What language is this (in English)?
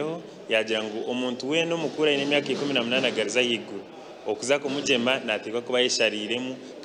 Nyankole